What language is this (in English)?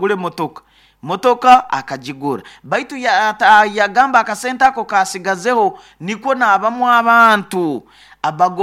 Nyoro